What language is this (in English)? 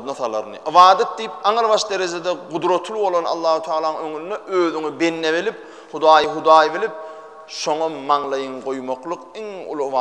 Turkmen